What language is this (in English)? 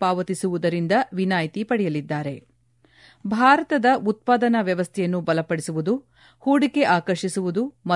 Kannada